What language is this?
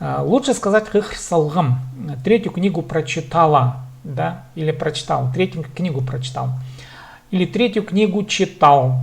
Khakas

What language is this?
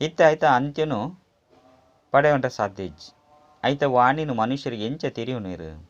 Tulu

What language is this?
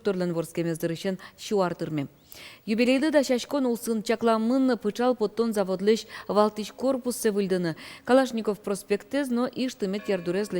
Udmurt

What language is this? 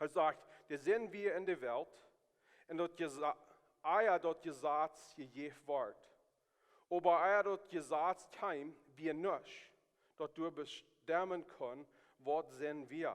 Plautdietsch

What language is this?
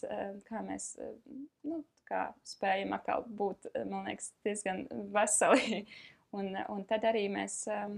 Latvian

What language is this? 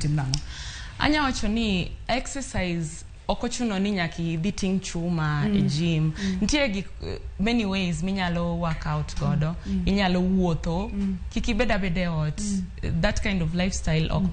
Luo (Kenya and Tanzania)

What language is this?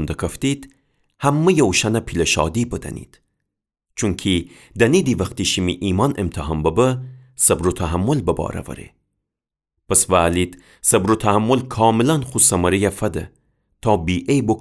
Gilaki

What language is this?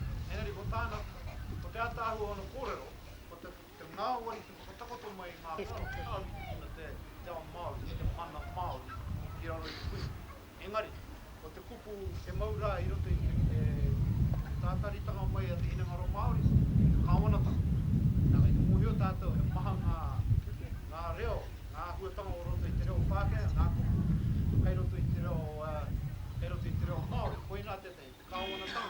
Māori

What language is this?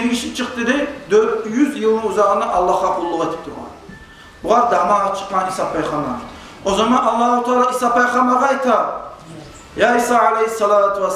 Kumyk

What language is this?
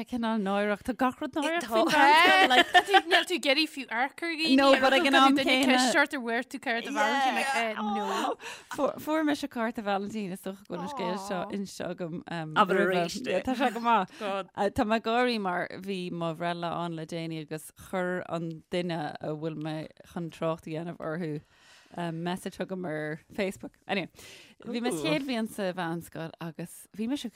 Irish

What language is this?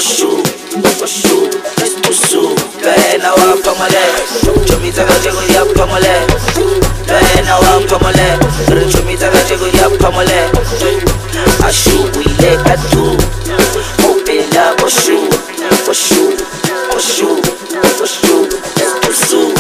Swahili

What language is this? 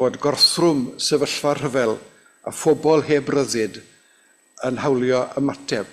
Welsh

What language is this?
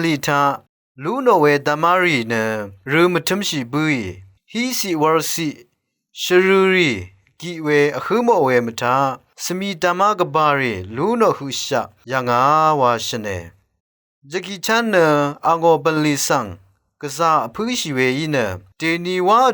Rawang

